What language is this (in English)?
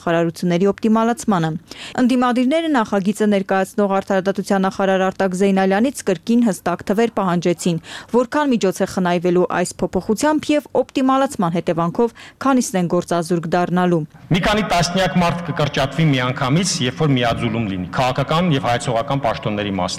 Armenian